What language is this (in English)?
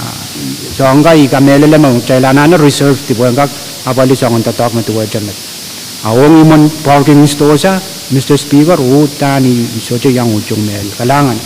Pohnpeian